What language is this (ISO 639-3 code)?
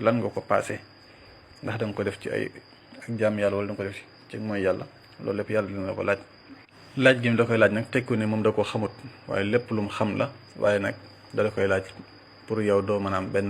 wol